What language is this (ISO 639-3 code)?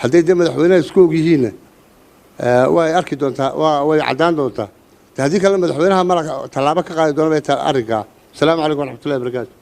som